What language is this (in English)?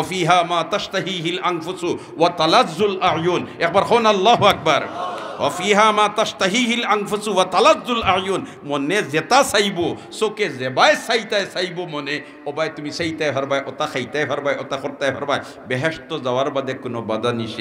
Sylheti